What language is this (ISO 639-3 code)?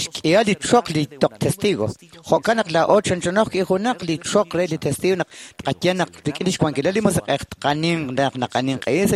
kek